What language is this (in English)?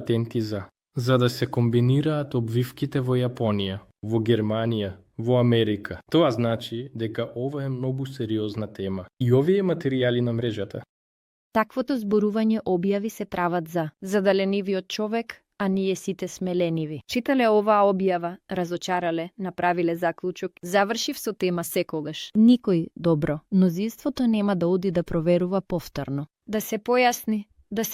Macedonian